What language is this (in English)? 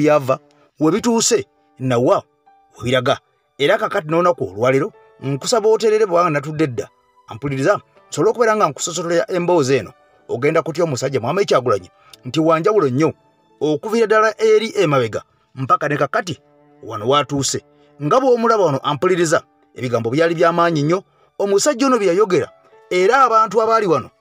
Ganda